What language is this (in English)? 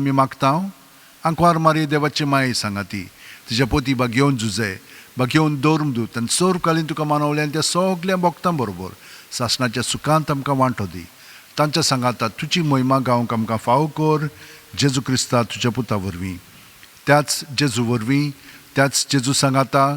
Konkani